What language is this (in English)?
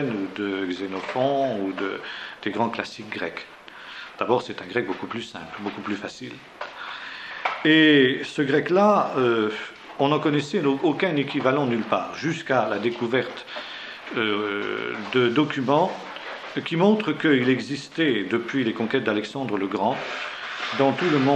French